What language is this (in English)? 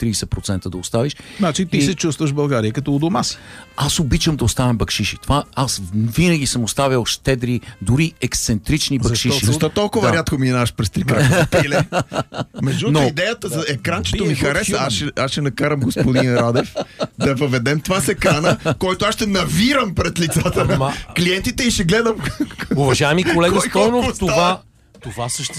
Bulgarian